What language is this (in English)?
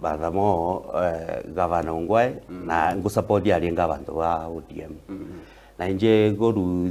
Gusii